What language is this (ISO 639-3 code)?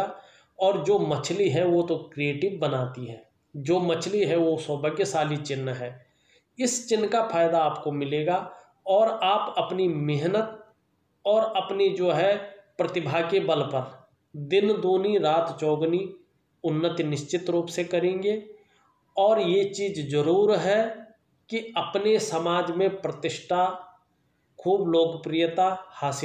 hin